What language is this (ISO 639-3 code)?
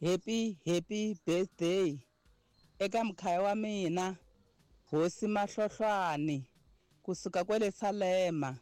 tso